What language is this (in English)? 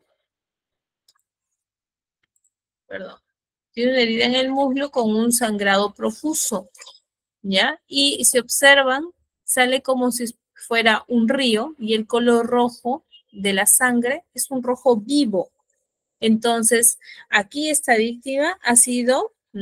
Spanish